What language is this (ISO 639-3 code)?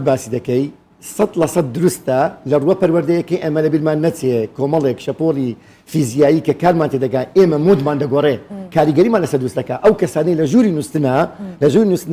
ckb